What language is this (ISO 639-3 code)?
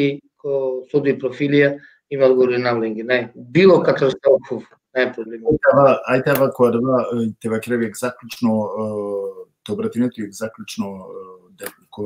rmn